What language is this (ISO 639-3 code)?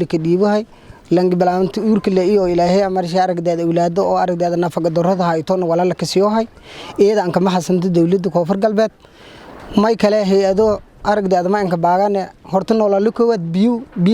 som